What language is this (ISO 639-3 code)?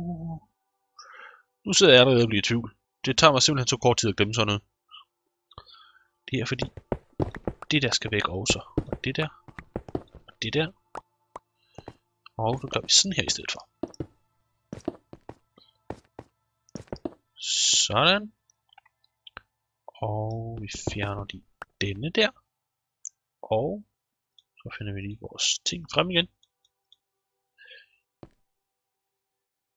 dan